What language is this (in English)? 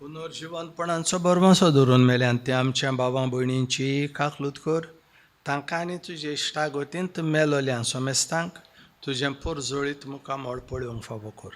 Konkani